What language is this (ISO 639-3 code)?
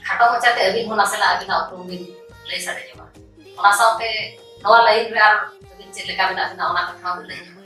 sat